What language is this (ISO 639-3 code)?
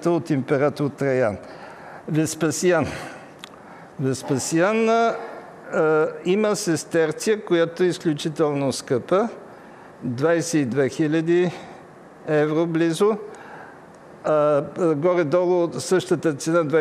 bul